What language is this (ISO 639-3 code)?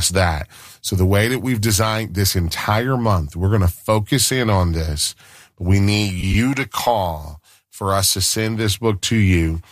eng